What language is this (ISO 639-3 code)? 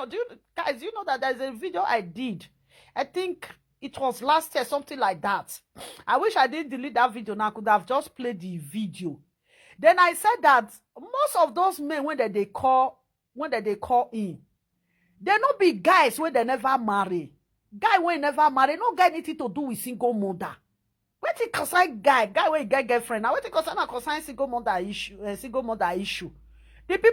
pcm